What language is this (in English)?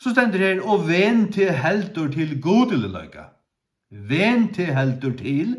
Faroese